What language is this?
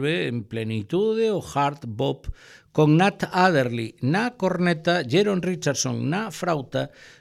Galician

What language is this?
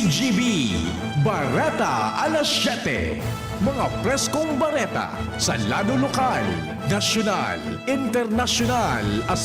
Bikol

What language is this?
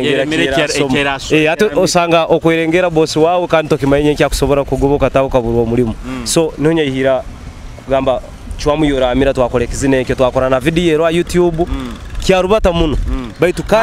Nyoro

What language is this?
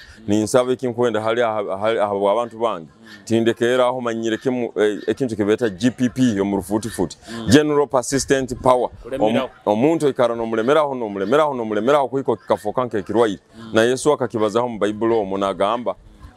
Nyoro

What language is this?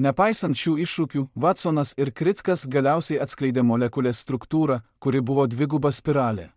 Lithuanian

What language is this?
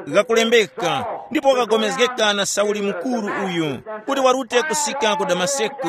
Tumbuka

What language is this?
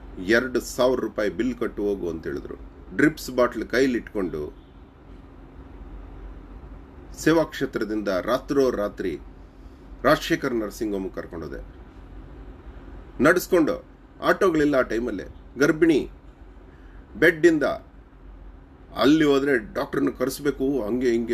Kannada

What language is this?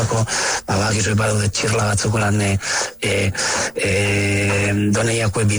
Basque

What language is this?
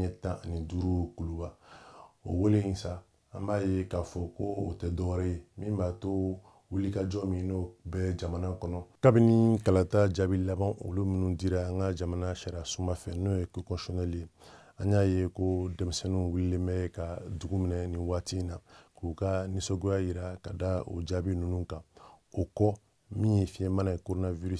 Bambara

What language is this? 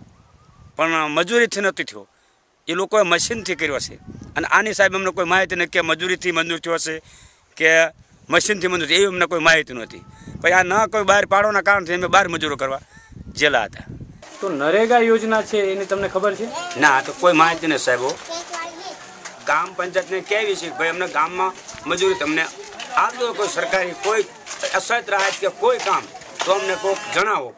Gujarati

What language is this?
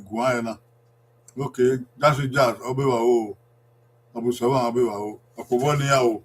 Bini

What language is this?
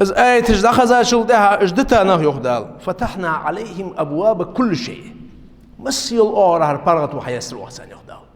Ingush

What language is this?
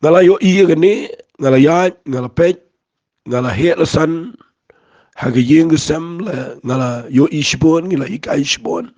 Khasi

